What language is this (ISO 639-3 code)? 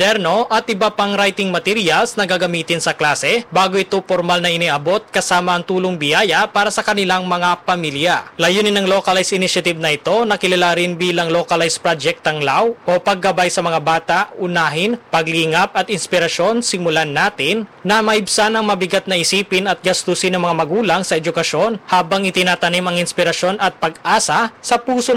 fil